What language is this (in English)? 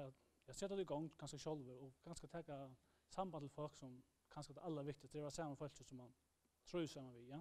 Faroese